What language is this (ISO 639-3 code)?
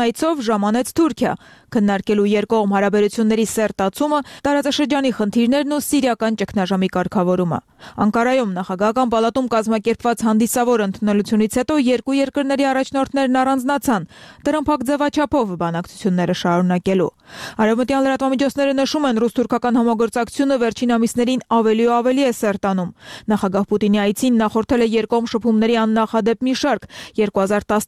hye